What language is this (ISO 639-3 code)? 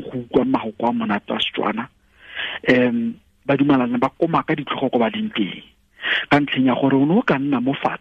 tsn